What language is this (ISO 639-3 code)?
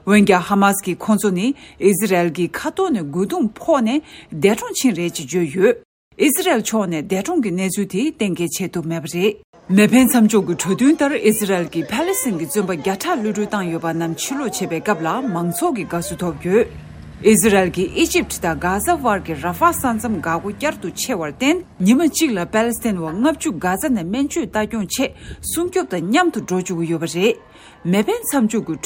bod